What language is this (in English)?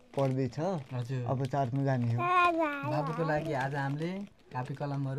Nepali